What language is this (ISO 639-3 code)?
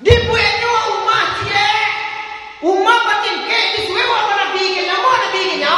min